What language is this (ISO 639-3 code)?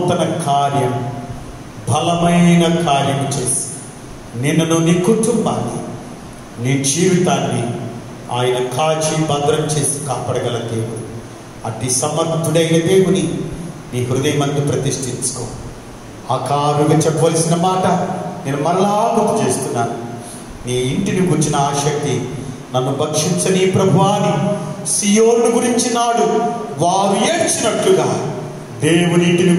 tel